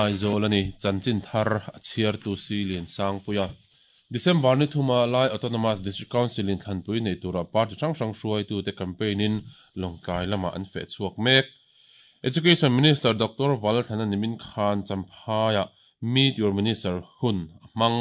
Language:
Mizo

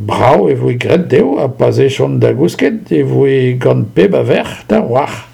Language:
Breton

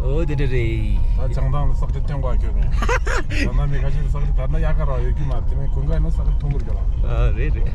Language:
Tibetan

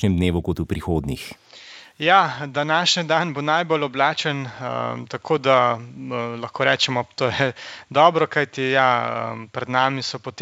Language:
Slovenian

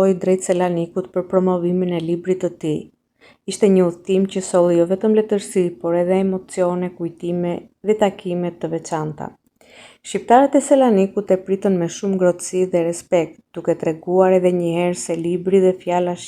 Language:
Albanian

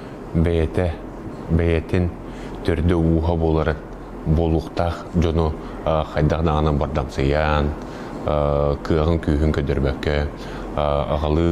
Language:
Yakut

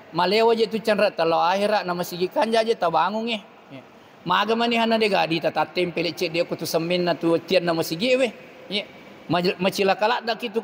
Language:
Buginese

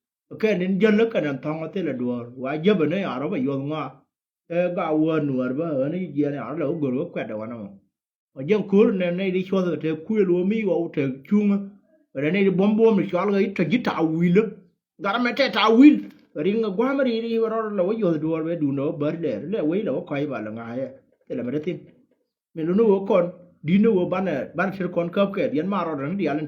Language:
Nuer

